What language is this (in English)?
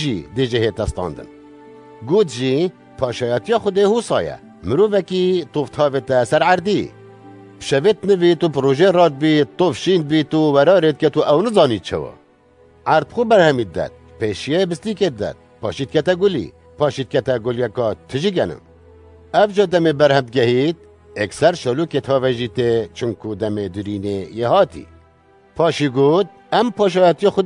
Kurdish